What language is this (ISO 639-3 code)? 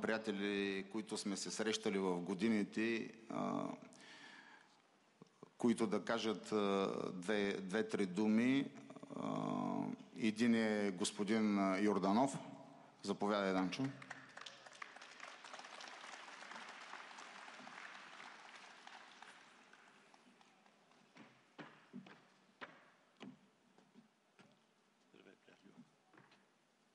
bul